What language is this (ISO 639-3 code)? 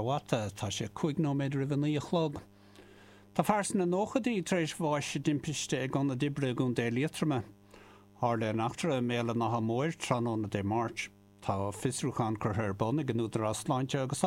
gle